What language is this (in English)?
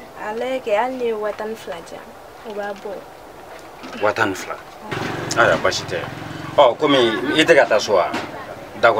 Bambara